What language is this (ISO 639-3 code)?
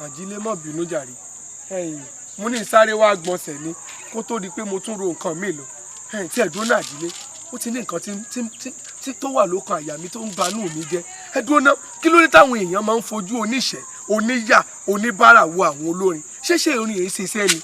yor